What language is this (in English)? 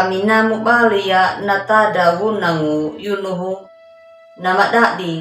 Anakalangu